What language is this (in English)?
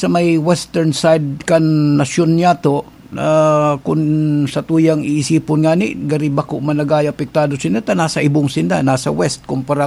Bikol